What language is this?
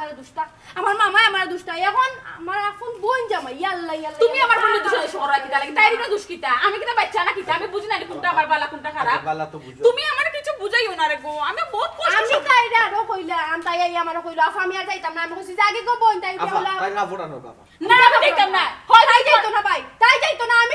Sylheti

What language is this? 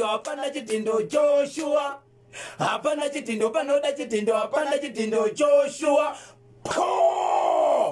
Shona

